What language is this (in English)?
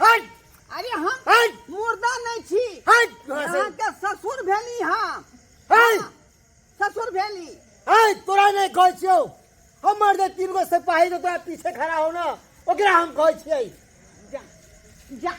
Maithili